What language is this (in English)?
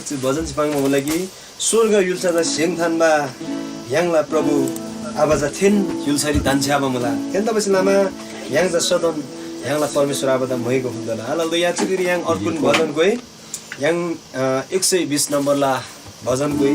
Eastern Tamang